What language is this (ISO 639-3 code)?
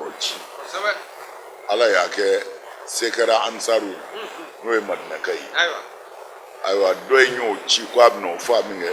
bam